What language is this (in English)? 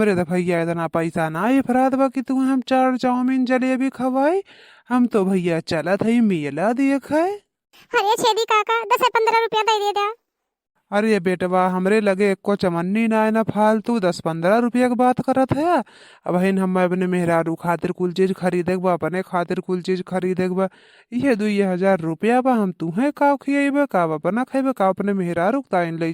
Awadhi